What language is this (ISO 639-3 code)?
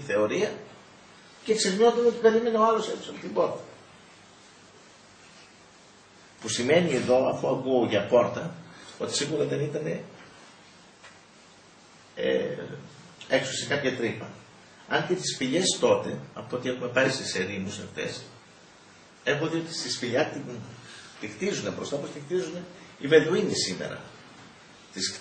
ell